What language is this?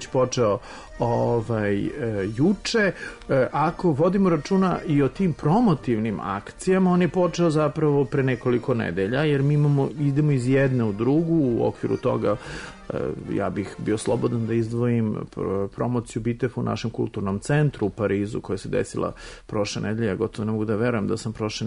Serbian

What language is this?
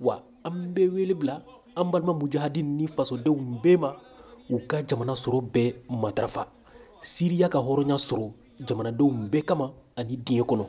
Bambara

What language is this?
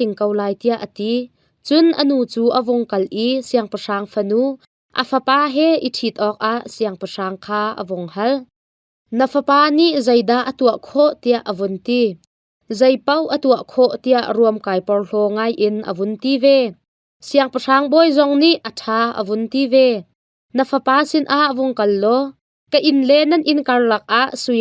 Hakha Chin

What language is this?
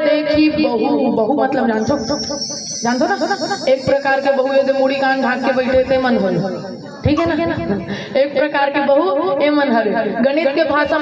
Chhattisgarhi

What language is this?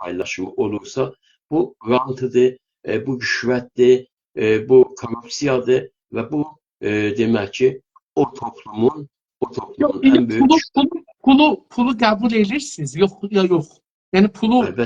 South Azerbaijani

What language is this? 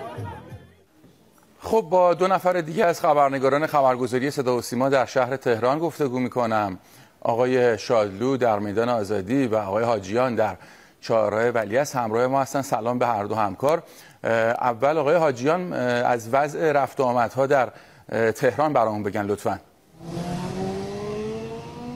Persian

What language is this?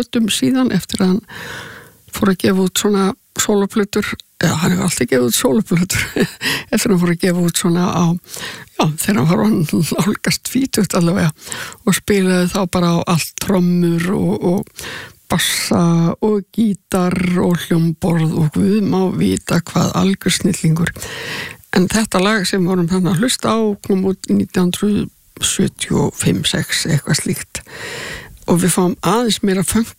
Icelandic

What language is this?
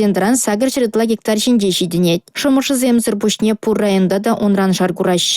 Chuvash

